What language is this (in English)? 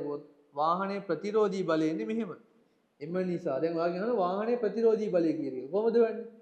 Sinhala